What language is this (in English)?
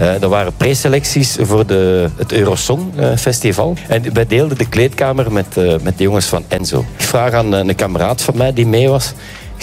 Dutch